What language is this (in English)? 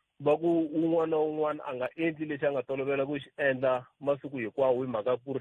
Tsonga